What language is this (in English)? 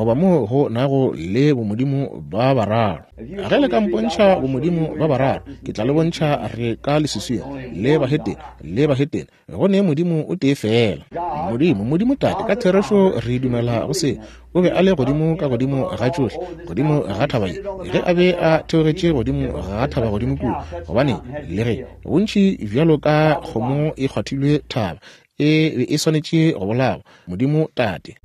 Northern Sotho